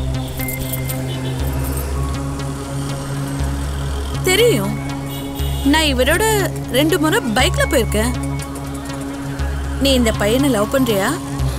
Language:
Tamil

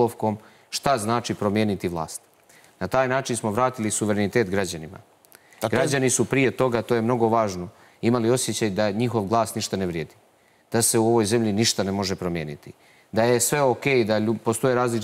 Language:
Serbian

